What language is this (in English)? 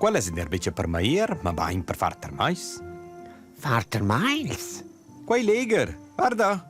Romansh